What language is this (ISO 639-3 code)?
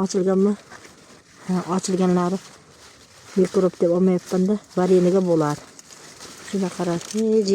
uzb